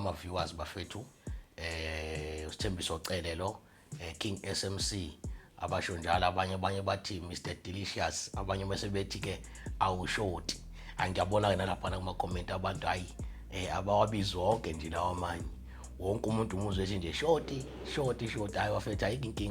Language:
Zulu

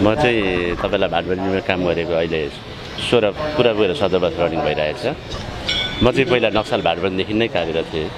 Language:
Nepali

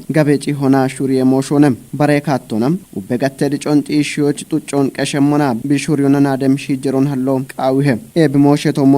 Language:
Kafa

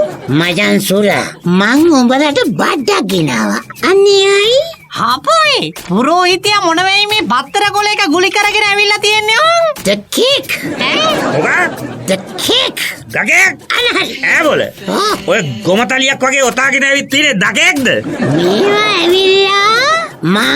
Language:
Sinhala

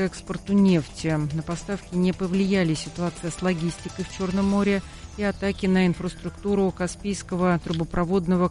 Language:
Russian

